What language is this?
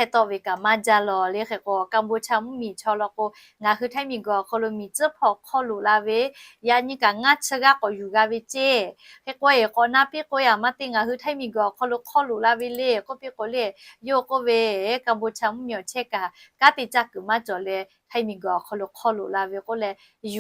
Lahu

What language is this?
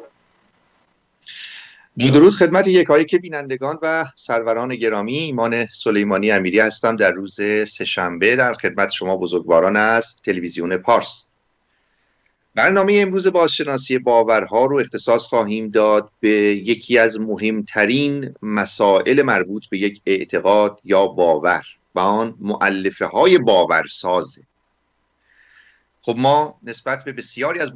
Persian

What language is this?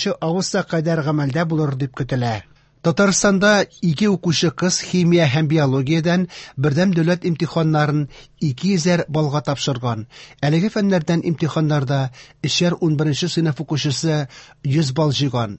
Tatar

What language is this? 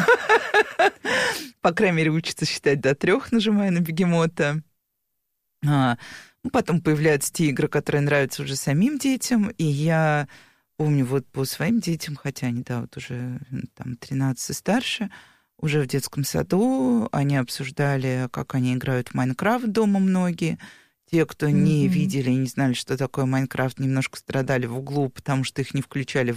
Russian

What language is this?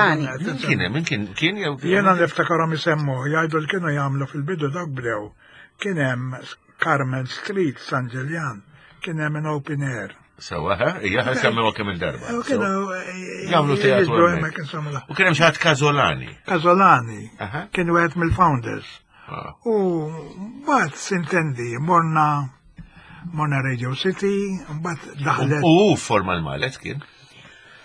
Maltese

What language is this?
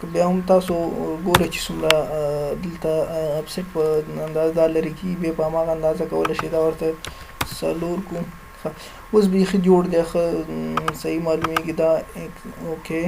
Pashto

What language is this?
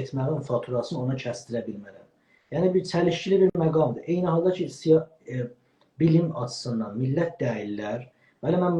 South Azerbaijani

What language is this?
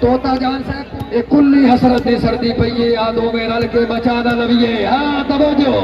Saraiki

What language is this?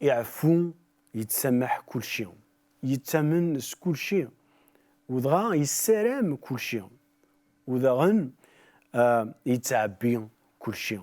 Kabyle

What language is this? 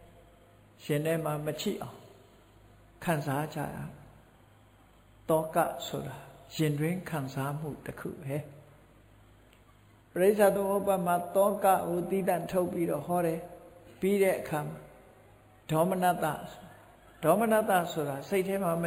Burmese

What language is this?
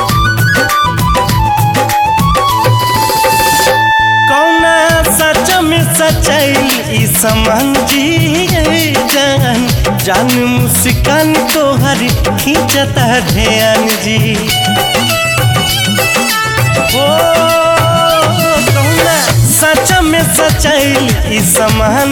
Bhojpuri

